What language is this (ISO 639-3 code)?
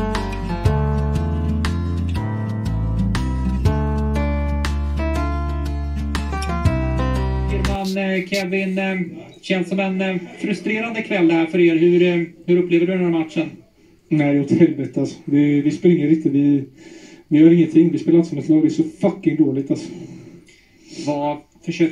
swe